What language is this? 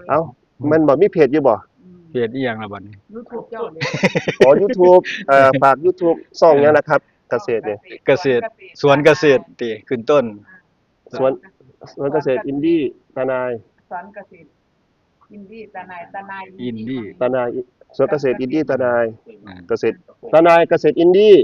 Northeastern Thai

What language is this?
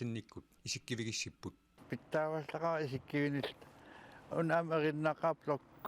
Kalaallisut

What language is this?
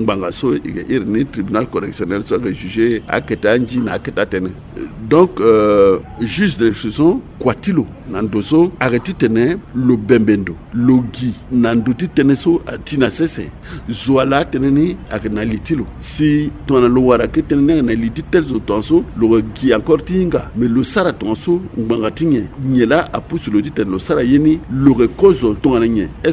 Sango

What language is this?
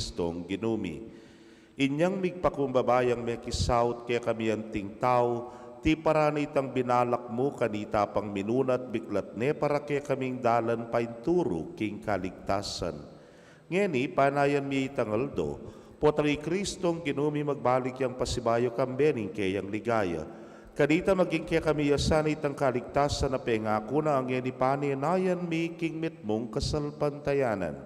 Pampanga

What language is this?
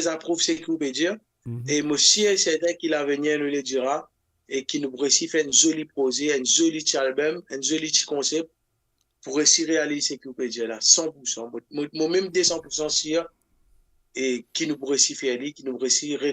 Morisyen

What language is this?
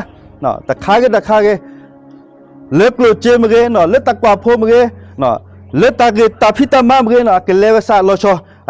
S'gaw Karen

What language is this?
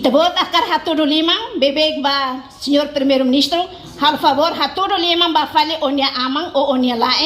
Tetum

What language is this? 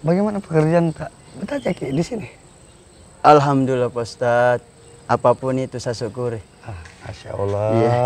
Makassar Malay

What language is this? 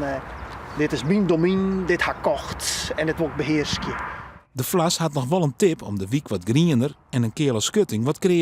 Western Frisian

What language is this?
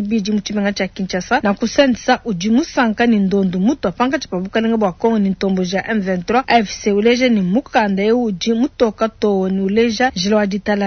Luba-Lulua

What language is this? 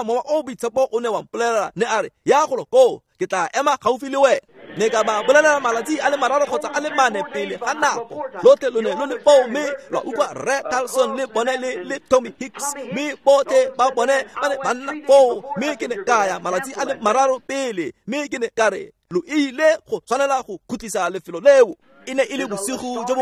Tswana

